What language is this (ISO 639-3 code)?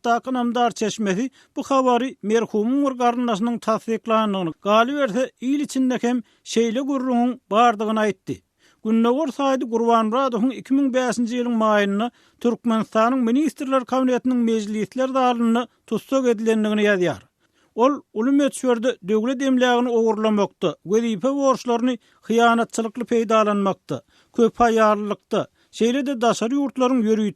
tuk